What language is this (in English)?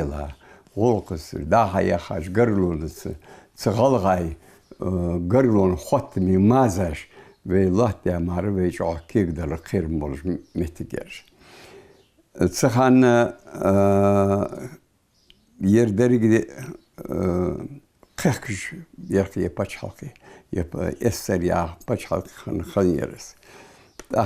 Ingush